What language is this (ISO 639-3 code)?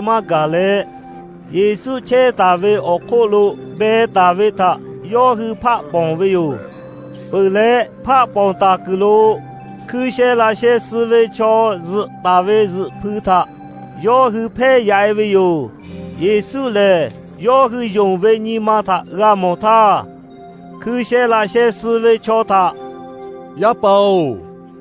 lhu